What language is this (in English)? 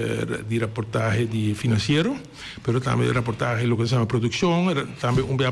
Papiamento